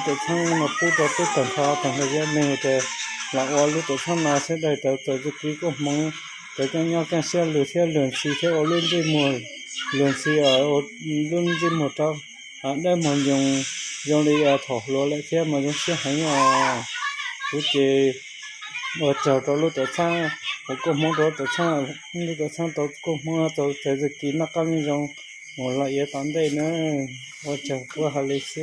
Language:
Hmong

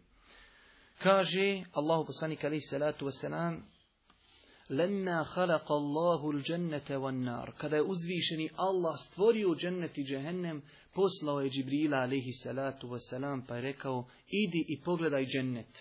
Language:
Bosnian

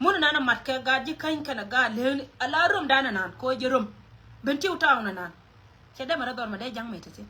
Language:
Nuer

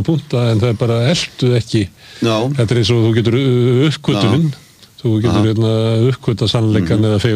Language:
Icelandic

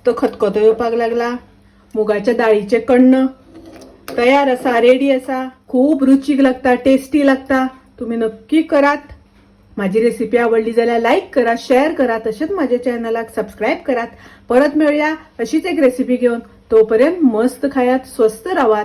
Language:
Konkani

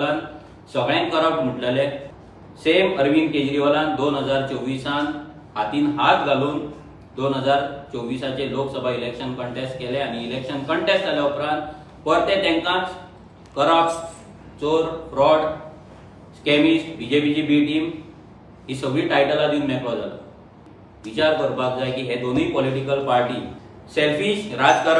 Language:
Konkani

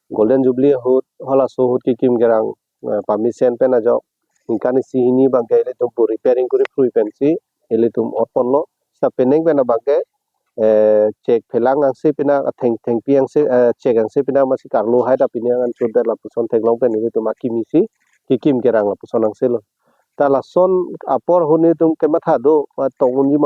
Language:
Karbi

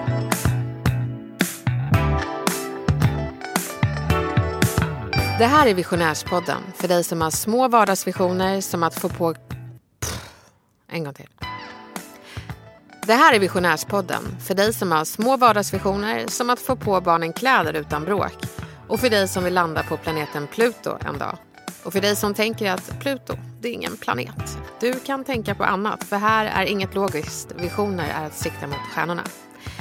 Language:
Swedish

